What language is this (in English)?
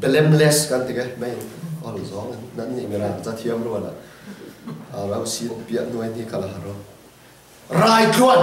Falam Chin